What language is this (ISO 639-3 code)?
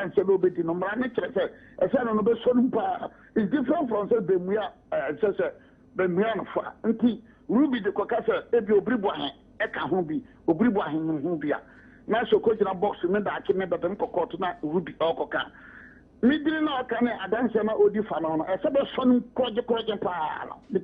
aka